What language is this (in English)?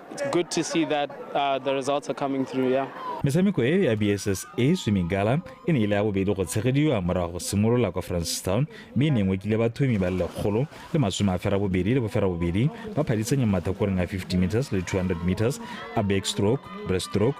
Tswana